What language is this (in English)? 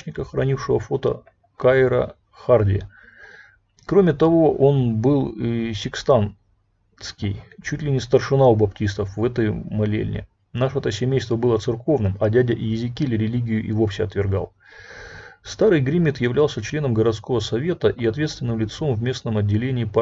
Russian